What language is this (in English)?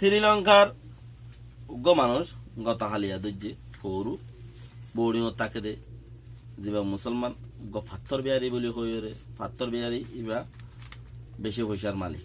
Rohingya